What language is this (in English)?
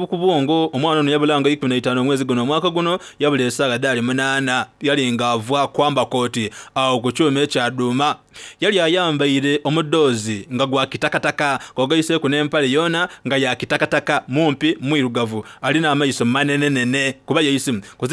Soga